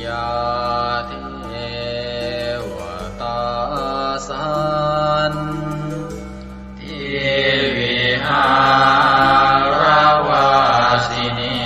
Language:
Pali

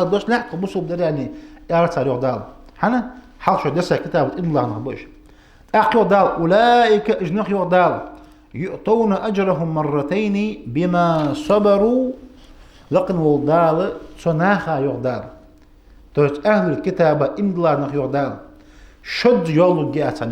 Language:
Ingush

